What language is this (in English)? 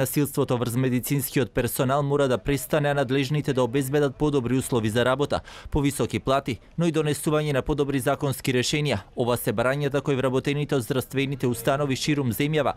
Macedonian